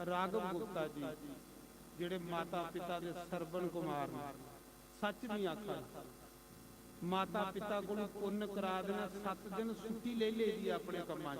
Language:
Dogri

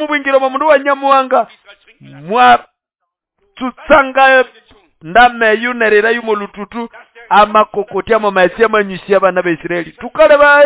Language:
Nande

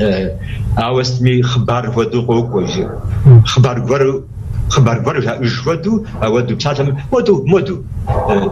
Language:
Kabardian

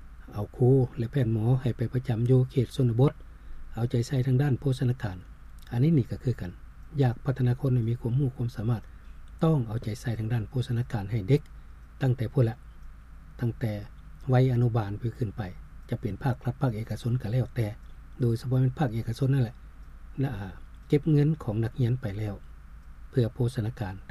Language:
Lao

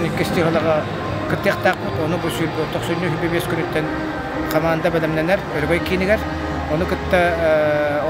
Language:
Yakut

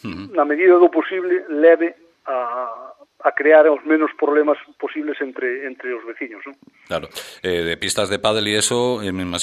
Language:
Galician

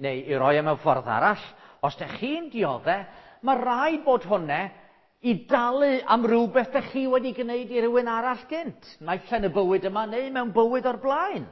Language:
Welsh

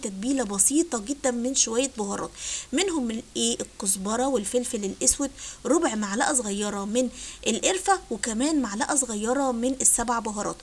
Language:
Egyptian Arabic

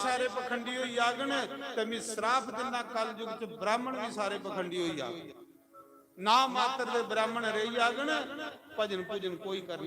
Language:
Dogri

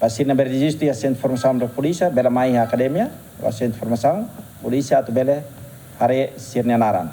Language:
Tetum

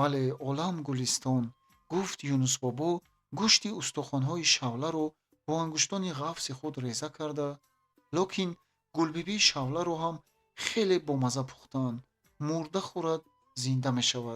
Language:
Tajik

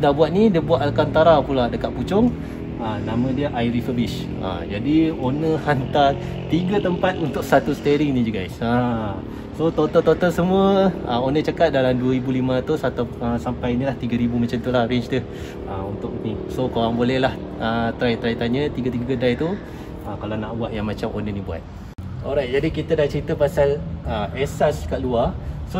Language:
Malay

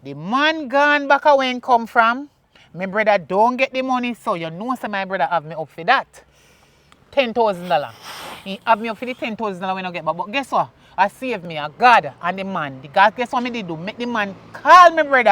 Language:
Jamaican Creole English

